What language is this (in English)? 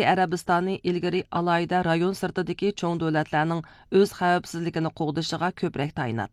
Uyghur